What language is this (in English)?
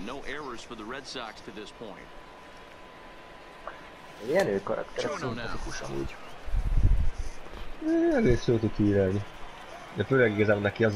Hungarian